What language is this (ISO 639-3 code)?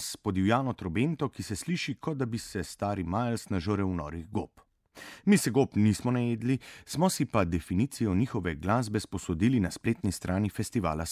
slv